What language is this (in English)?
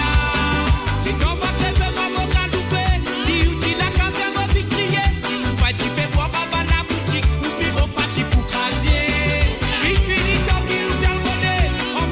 Morisyen